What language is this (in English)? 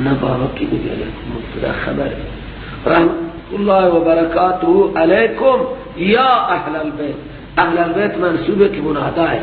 Persian